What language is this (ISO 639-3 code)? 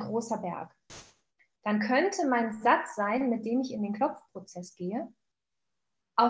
deu